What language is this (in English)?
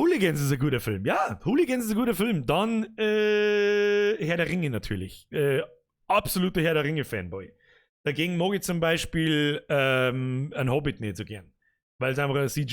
Bavarian